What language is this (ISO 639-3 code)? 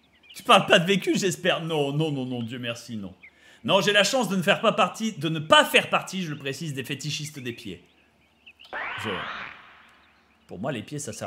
fra